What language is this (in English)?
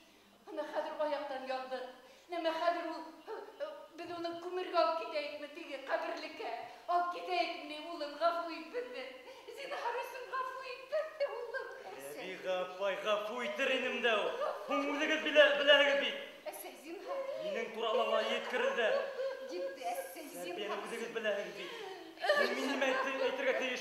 Bashkir